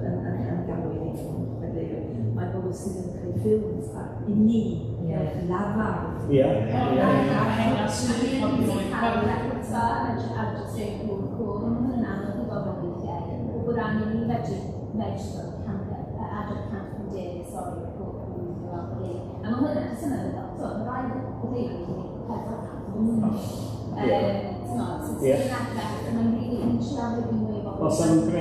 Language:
Welsh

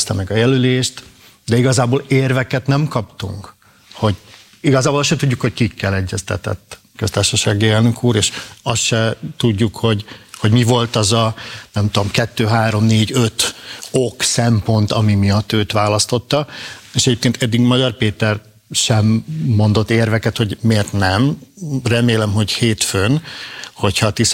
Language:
Hungarian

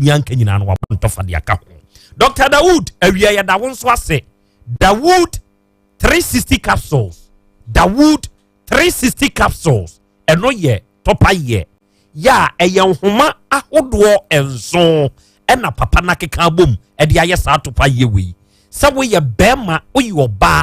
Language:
Akan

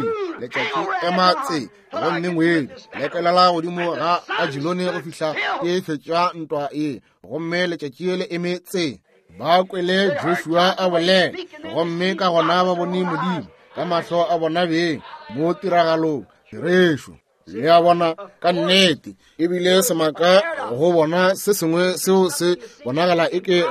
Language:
Northern Sotho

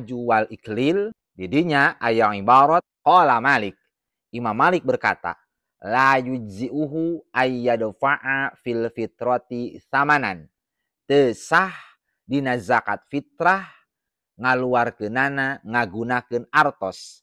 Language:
Sundanese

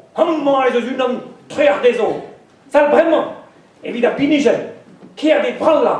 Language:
Breton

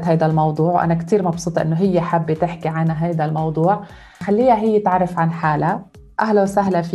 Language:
North Levantine Arabic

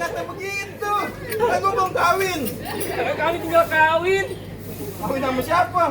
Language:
Betawi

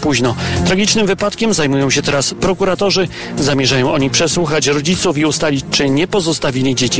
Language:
Polish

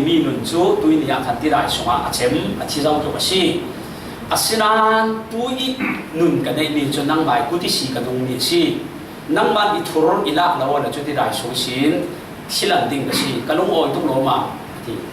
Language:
Falam Chin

